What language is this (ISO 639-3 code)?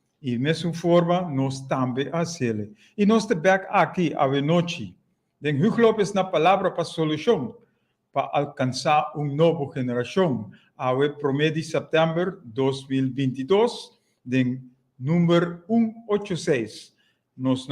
pap